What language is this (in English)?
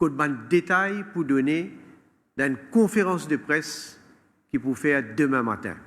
Morisyen